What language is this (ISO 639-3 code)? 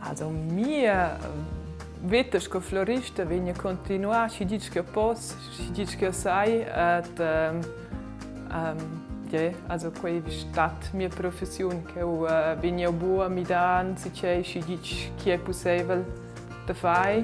roh